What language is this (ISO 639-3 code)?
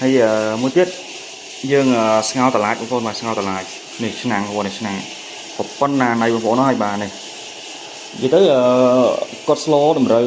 khm